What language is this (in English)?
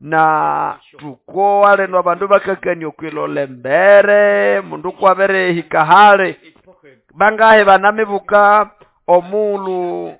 Nande